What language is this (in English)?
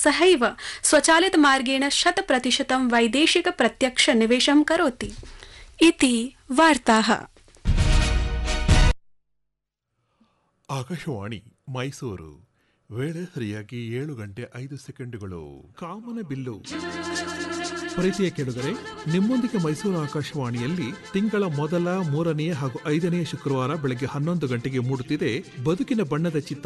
Kannada